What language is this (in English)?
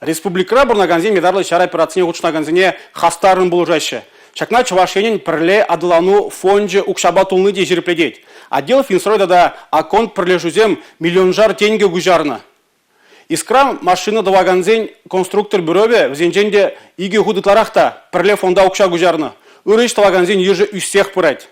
Chuvash